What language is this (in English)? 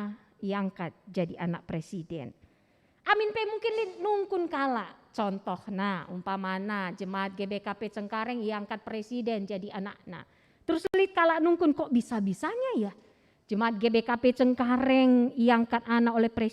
Batak Karo